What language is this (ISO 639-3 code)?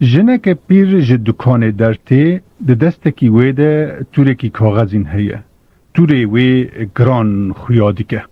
kur